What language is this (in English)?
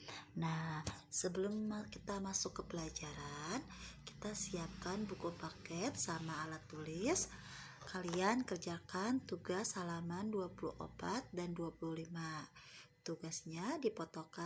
Sundanese